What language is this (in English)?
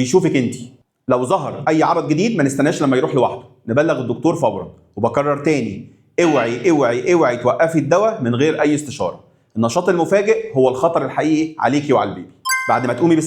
Egyptian Arabic